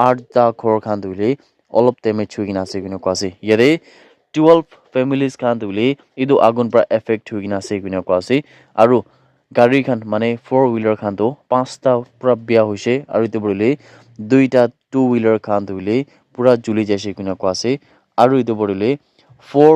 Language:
Naga Pidgin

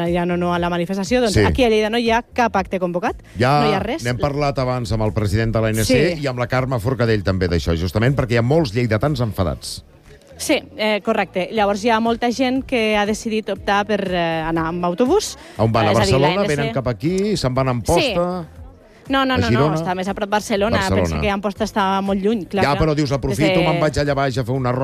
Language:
Catalan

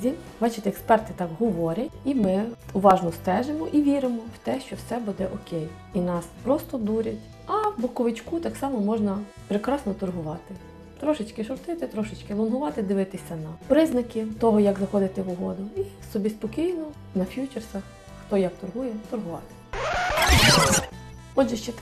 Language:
Ukrainian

